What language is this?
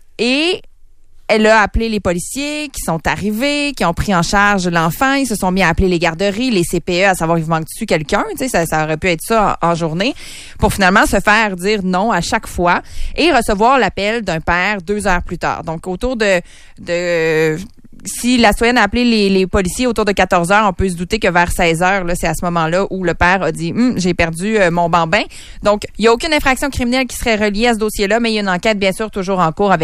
French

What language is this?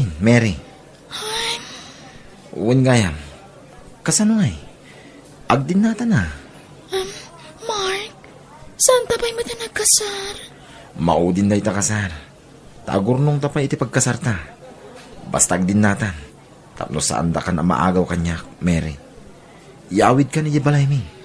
Iloko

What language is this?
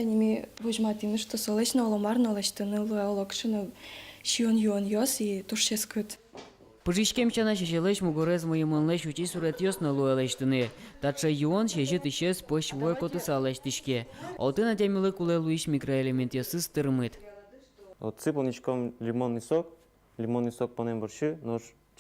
Udmurt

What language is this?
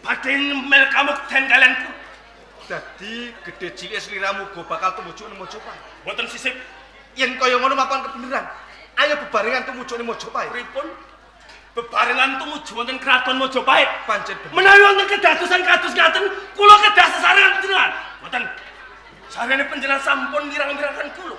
Javanese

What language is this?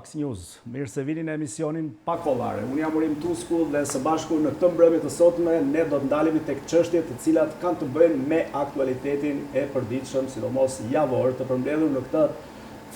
Albanian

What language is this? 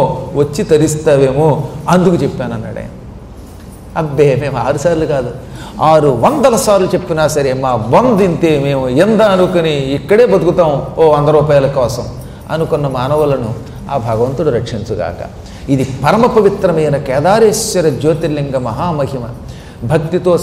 Telugu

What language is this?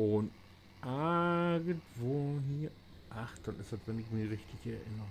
Low German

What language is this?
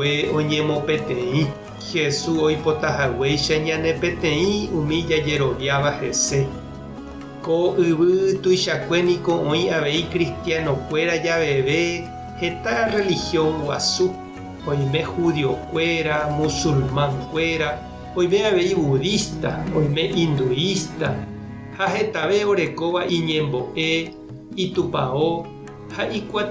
Guarani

